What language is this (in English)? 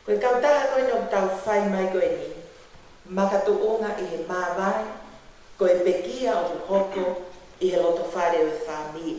Tongan